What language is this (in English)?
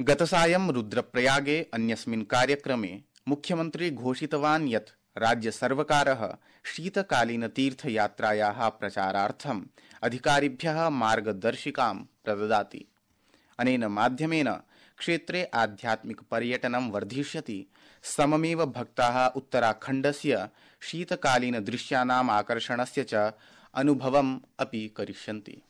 Sanskrit